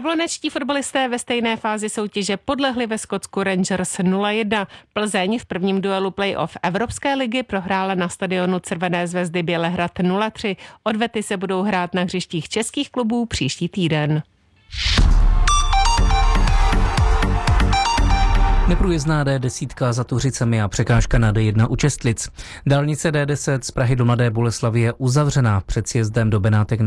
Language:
Czech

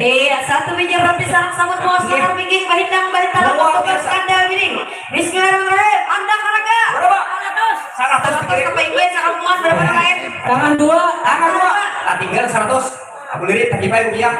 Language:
Banjar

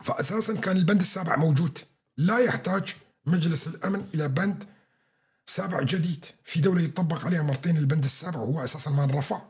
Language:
North Levantine Arabic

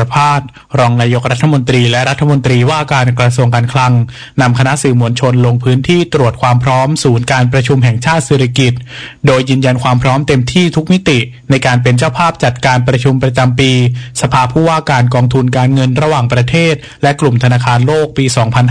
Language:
Thai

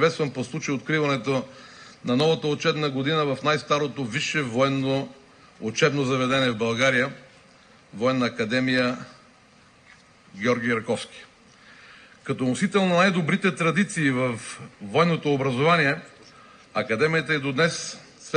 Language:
Bulgarian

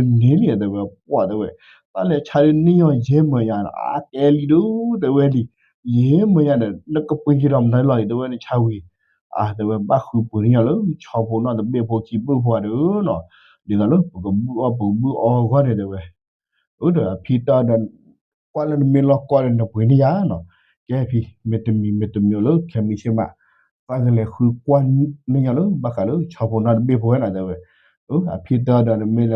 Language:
S'gaw Karen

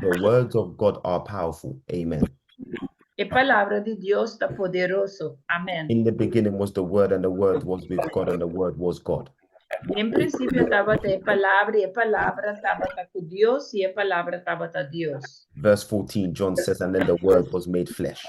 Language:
Papiamento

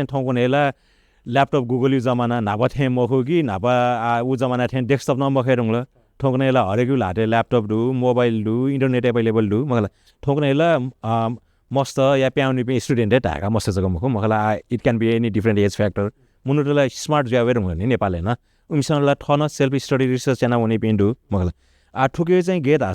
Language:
Newari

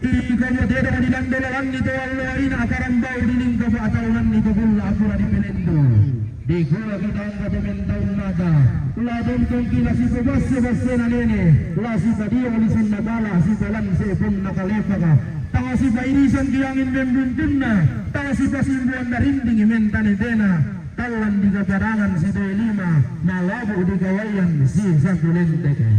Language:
Toraja-Sa'dan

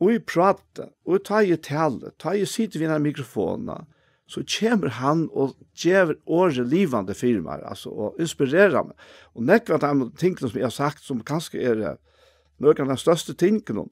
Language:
Faroese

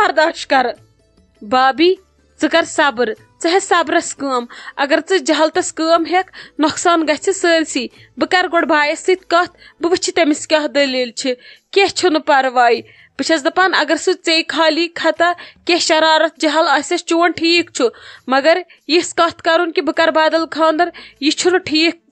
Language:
Kashmiri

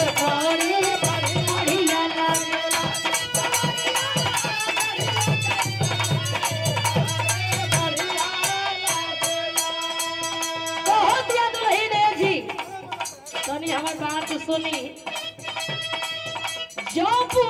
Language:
Bhojpuri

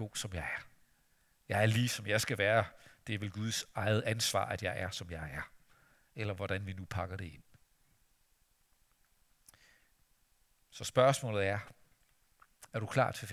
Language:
Danish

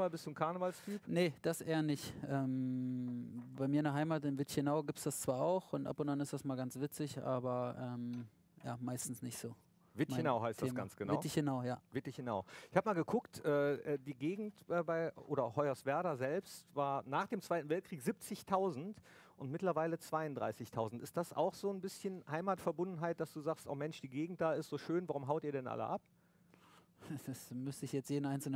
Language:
German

